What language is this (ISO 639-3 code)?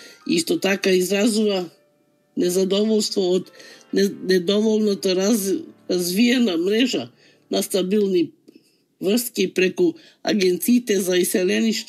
mkd